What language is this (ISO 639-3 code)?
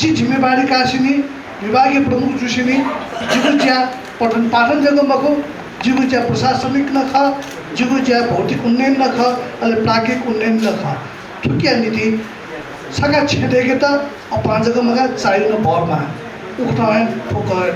new